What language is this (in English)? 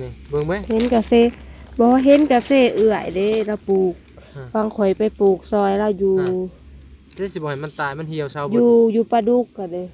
Northeastern Thai